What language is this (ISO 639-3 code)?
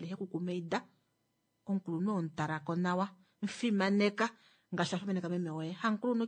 kua